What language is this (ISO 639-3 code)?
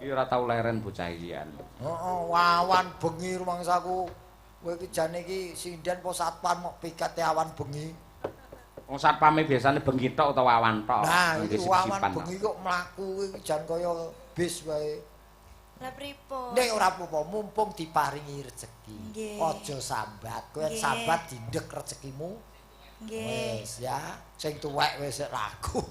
jav